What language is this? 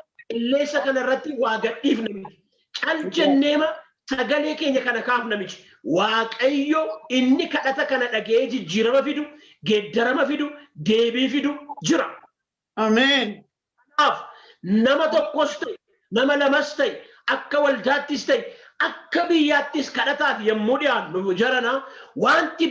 Oromo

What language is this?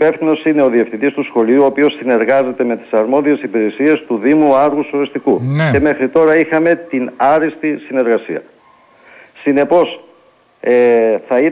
Greek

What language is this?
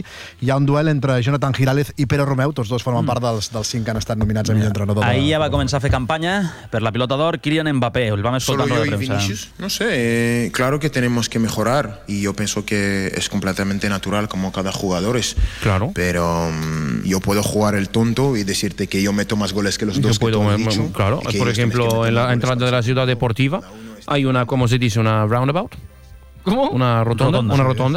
Catalan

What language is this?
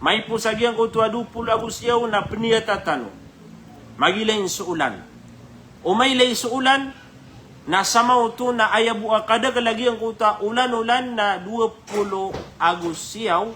Maranao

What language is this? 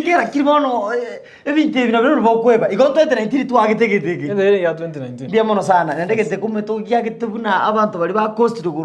Gusii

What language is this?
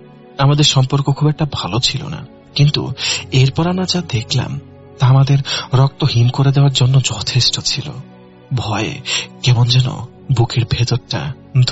Bangla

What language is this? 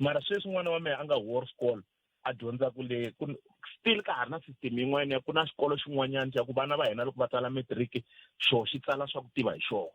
Tsonga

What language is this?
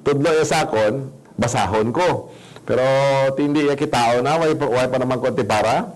Hiligaynon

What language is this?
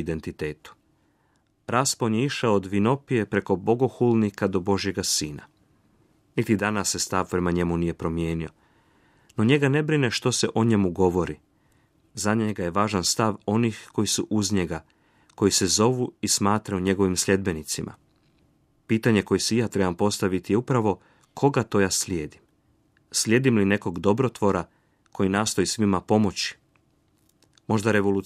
Croatian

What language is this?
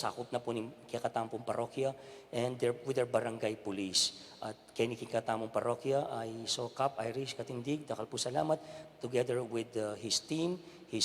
Pampanga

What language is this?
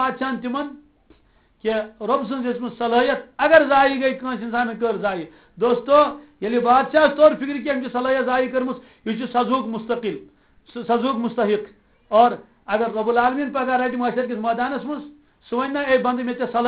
Kashmiri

